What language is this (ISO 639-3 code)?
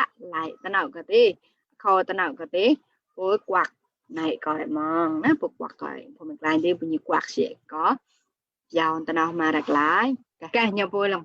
mnw